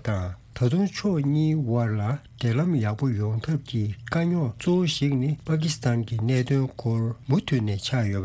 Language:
Tibetan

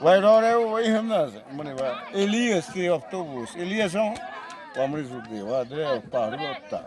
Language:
Xavánte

